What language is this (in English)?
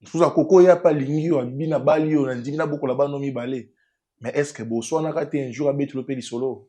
Lingala